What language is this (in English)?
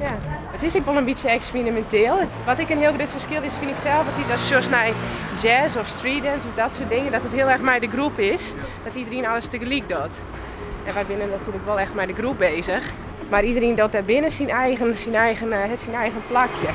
Western Frisian